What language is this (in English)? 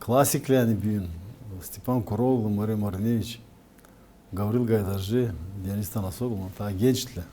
Gagauz